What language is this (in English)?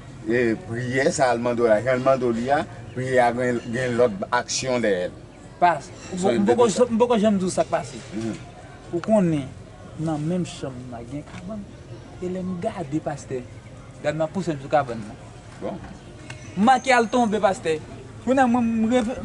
Haitian Creole